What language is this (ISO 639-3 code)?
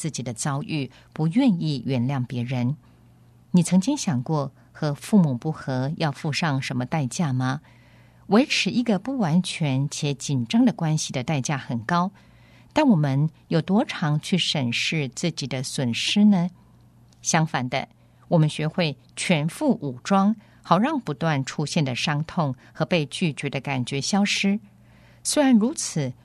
zho